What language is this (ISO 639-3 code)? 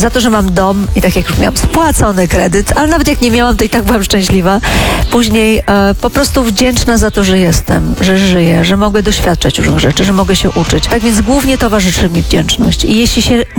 pol